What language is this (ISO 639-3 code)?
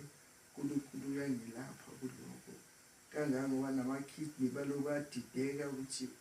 zul